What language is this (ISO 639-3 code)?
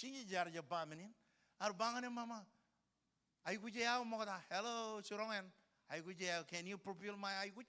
mah